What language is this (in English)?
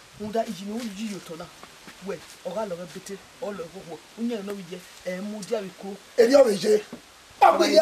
Bini